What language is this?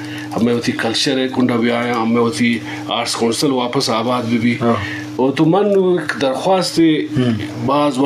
Eastern Balochi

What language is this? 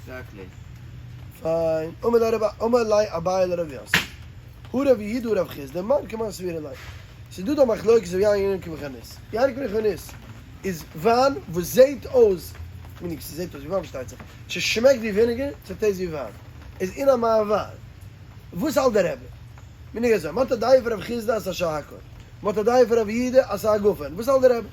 Yiddish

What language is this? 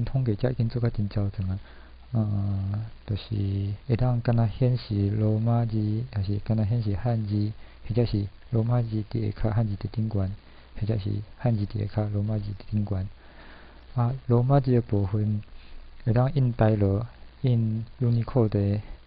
Min Nan Chinese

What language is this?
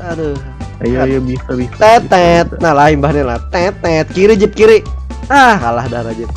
Banjar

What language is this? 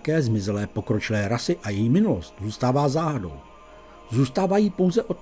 Czech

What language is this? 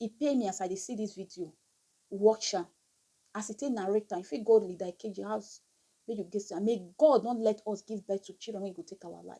Nigerian Pidgin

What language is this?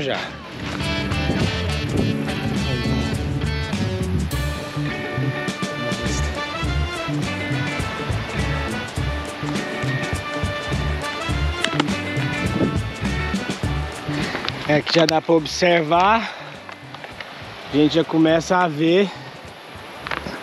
Portuguese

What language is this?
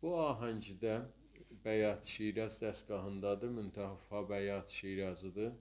South Azerbaijani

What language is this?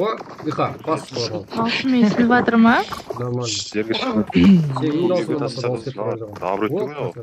Kara-Kalpak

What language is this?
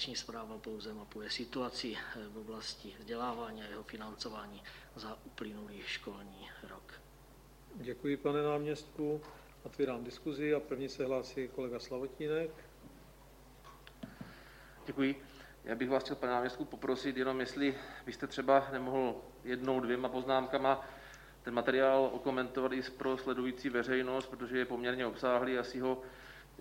Czech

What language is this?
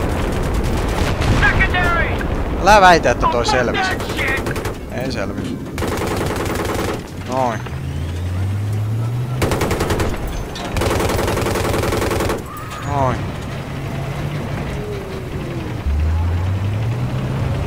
Finnish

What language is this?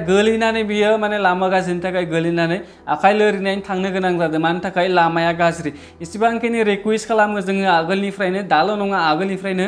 Bodo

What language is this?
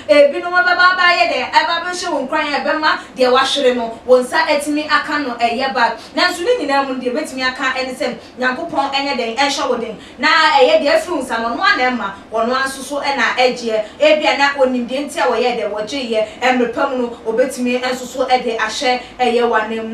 Akan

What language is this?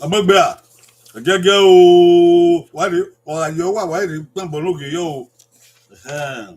Bini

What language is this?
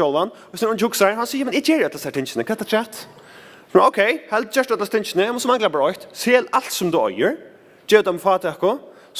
Faroese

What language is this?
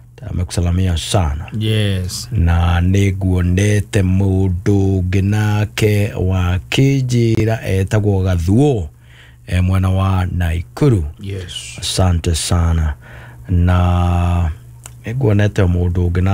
Kikuyu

